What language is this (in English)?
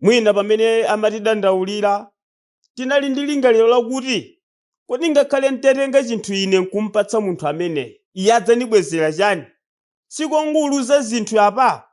Nyanja